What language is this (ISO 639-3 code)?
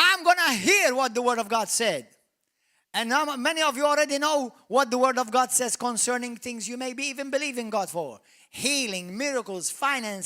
eng